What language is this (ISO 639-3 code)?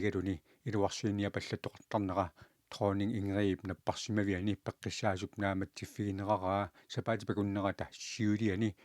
kal